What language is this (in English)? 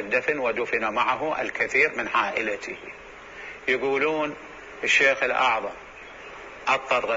Mesopotamian Arabic